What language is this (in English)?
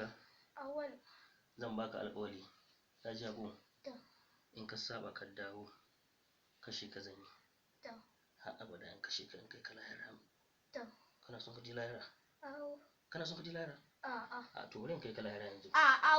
Hausa